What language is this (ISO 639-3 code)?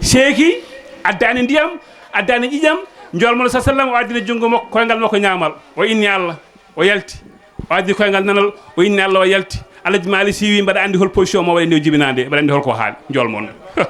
ful